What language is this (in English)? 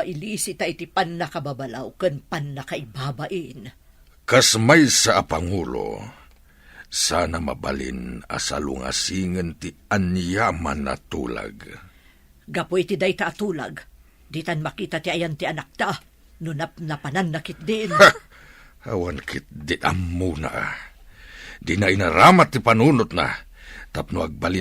Iloko